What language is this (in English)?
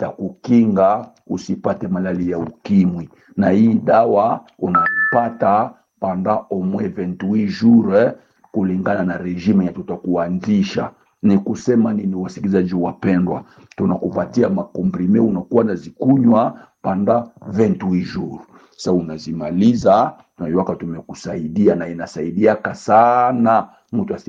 Swahili